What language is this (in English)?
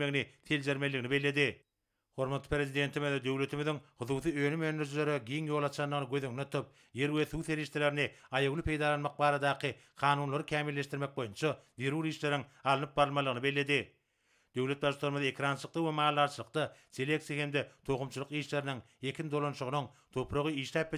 Turkmen